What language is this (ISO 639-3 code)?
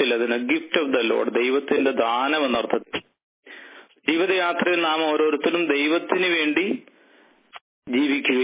mal